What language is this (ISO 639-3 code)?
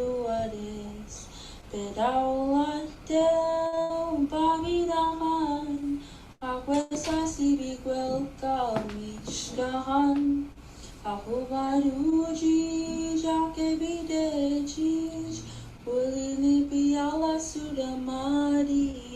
mic